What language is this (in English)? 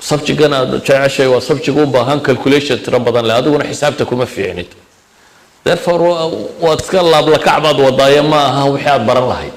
Somali